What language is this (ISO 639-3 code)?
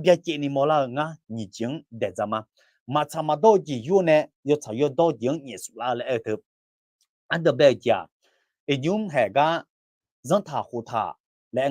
ahk